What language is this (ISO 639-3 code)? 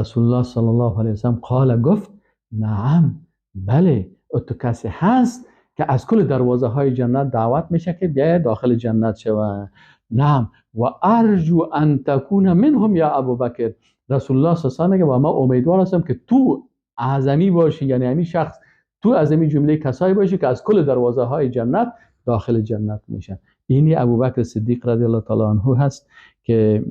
fas